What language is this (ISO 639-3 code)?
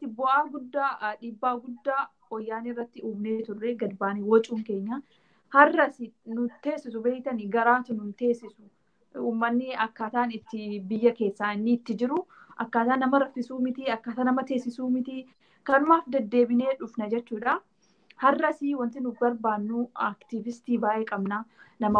orm